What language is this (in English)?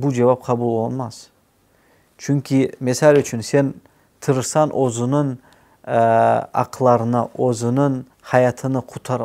Crimean Tatar